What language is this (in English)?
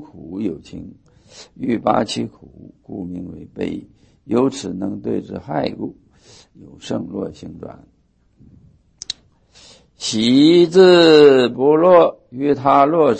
Chinese